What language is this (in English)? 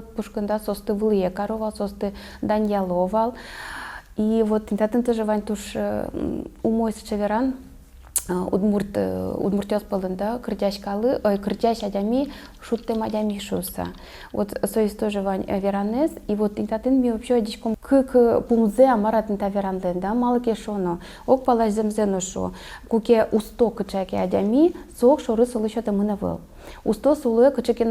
Udmurt